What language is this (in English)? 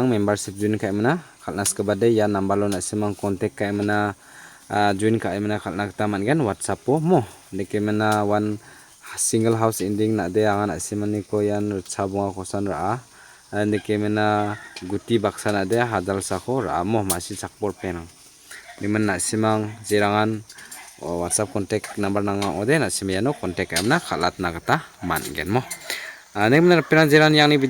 Garo